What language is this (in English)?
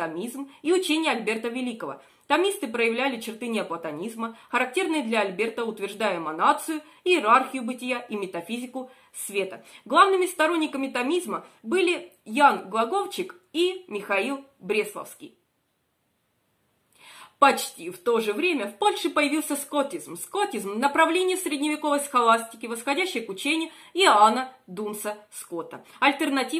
Russian